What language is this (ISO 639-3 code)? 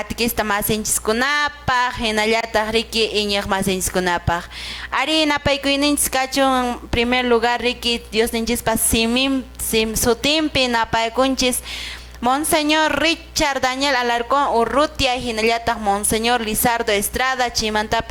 que